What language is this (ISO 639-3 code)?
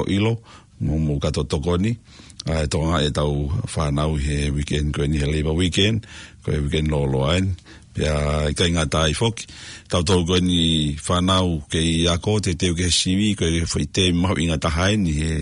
ton